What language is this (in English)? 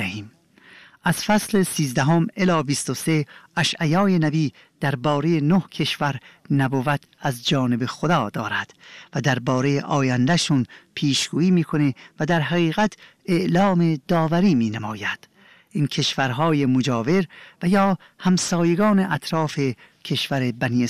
Persian